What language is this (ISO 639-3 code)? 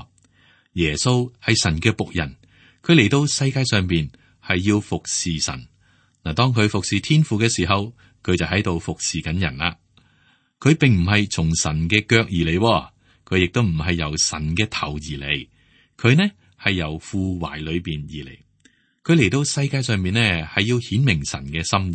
yue